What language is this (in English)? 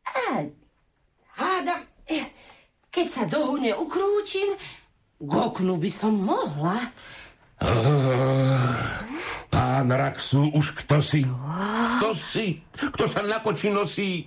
Slovak